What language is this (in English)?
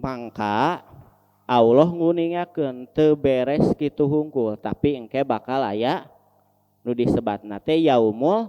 Sundanese